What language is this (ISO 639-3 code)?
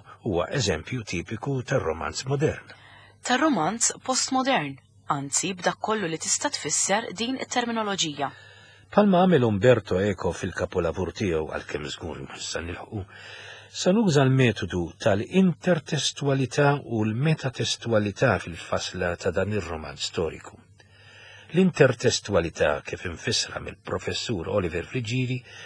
mlt